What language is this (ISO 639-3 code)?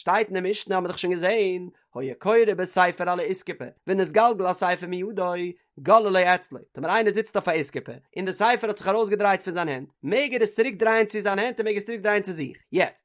yid